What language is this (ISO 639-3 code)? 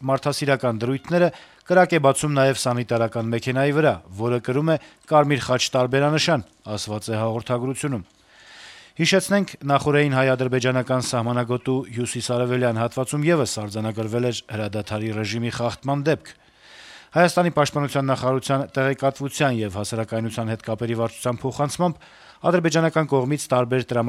hye